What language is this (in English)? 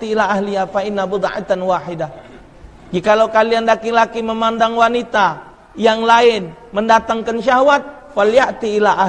Musi